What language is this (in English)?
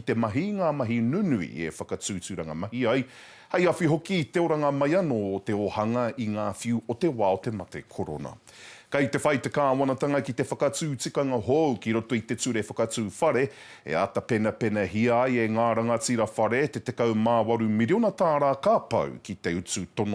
Māori